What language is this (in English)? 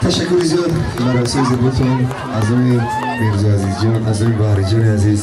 Tajik